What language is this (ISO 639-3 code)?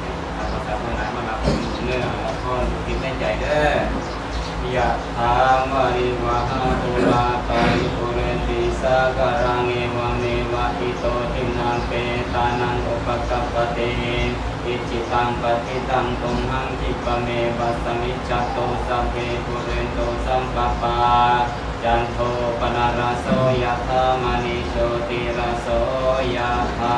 pli